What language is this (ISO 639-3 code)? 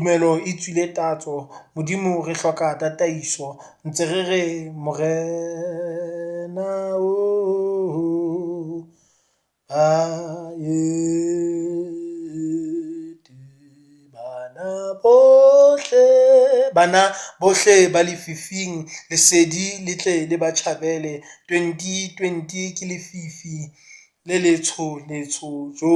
sot